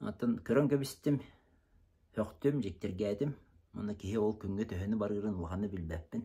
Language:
Yakut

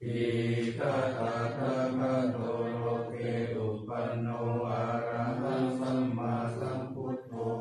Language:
Pali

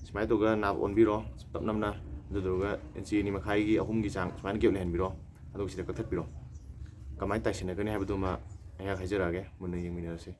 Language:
Manipuri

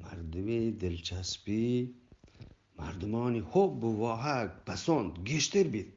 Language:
Eastern Balochi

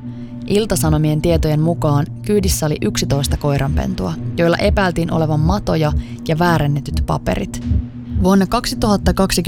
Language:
Finnish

